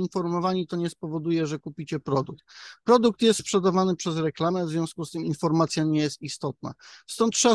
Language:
Polish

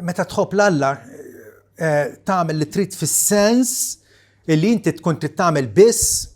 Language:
Maltese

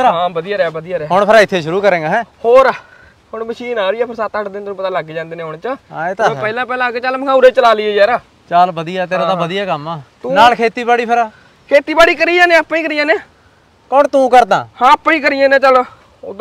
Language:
Punjabi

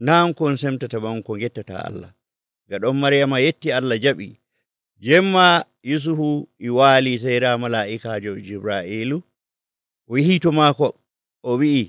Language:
Nigerian Fulfulde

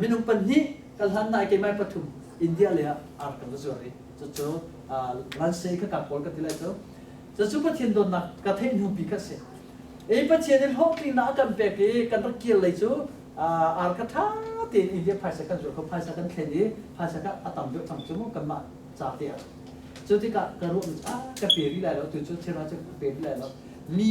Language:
Hakha Chin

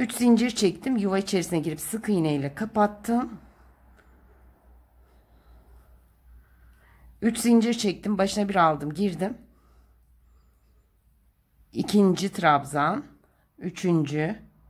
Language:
Turkish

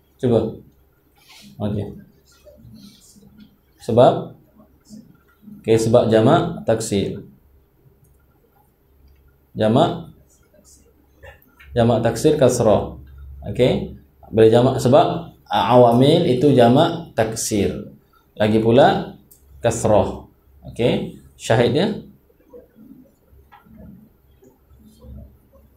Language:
Malay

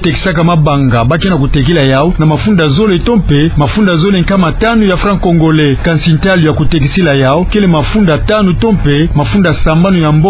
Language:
Kituba (Democratic Republic of Congo)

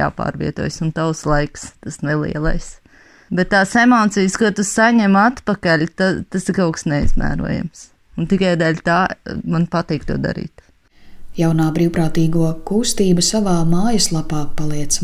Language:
Latvian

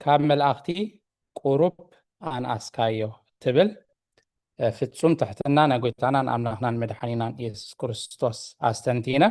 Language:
Tigrinya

